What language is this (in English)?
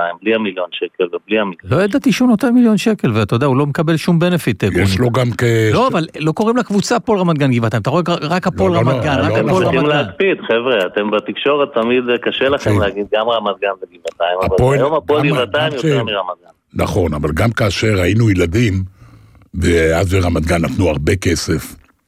Hebrew